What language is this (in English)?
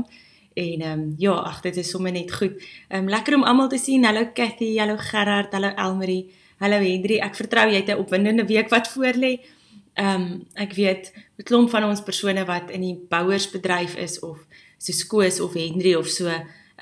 Afrikaans